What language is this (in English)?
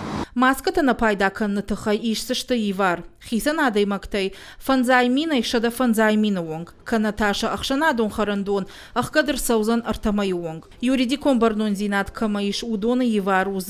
Ossetic